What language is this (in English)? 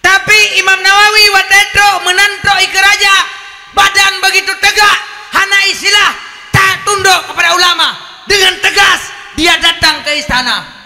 Achinese